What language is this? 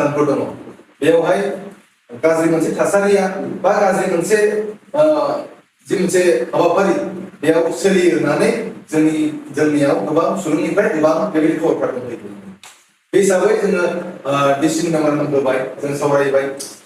Bodo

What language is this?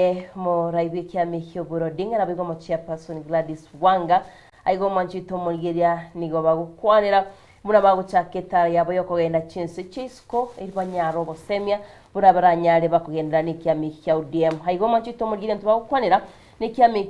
Gusii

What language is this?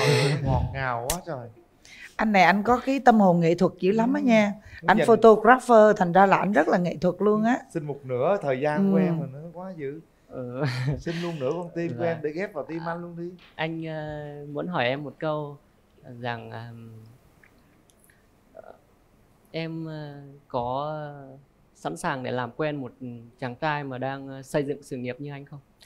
Vietnamese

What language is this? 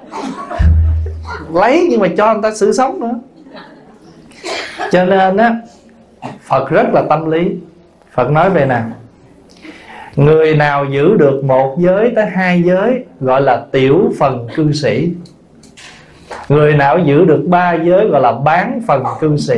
Vietnamese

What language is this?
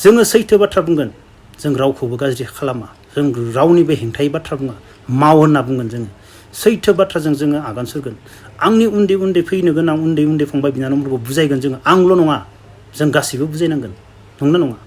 Bodo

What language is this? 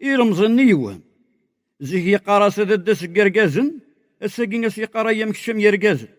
Kabyle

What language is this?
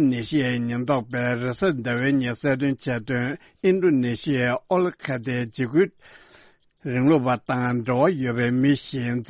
Tibetan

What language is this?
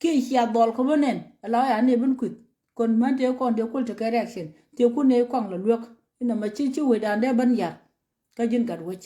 Nuer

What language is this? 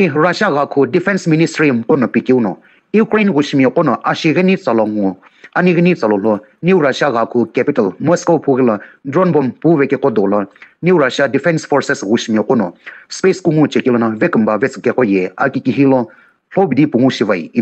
Sumi Naga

